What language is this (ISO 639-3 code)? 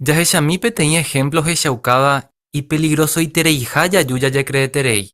grn